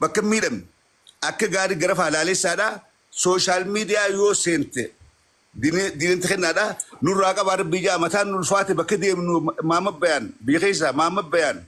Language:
Oromo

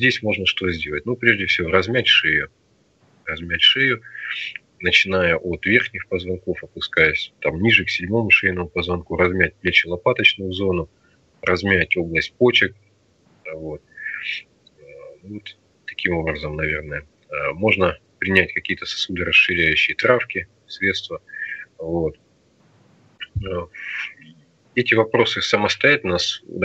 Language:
Russian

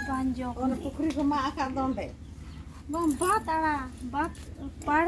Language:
Santali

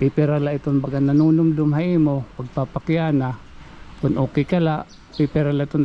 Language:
Waray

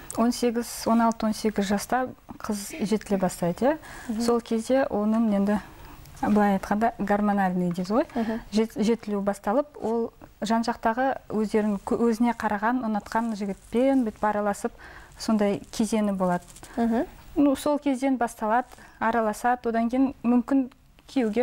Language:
Kazakh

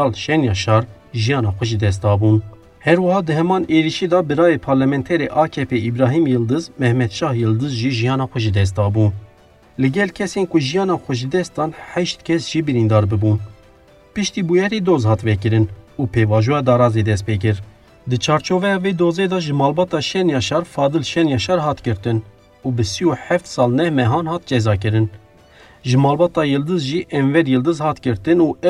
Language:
Kurdish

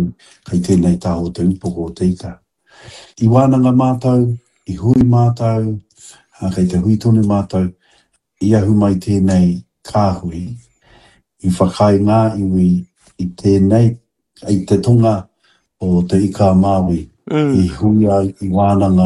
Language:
Māori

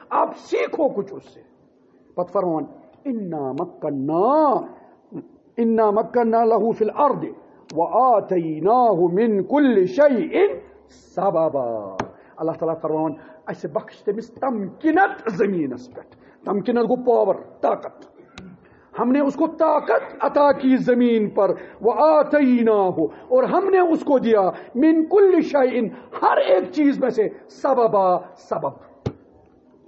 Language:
Kashmiri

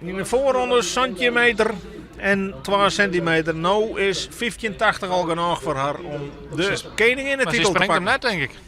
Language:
Western Frisian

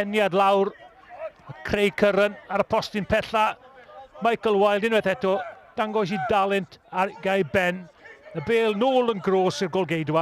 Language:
Welsh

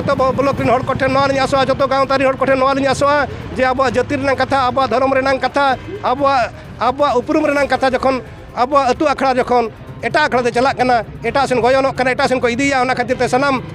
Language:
Santali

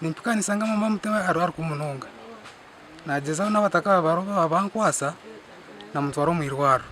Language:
Nyankole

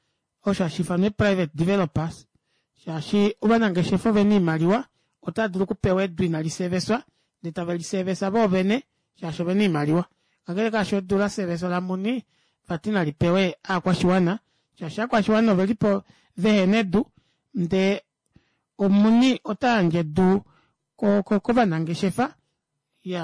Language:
Kuanyama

